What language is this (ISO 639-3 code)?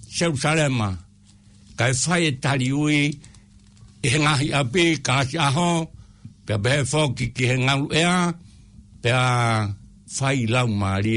ton